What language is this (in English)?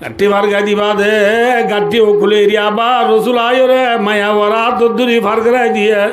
Rohingya